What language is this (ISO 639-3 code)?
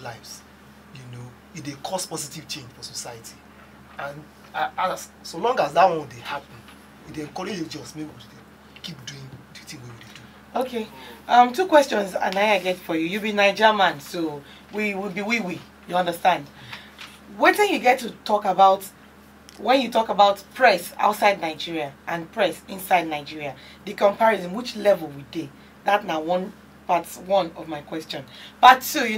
pcm